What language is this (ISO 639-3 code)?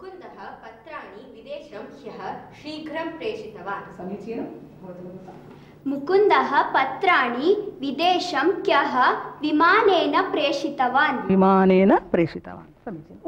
san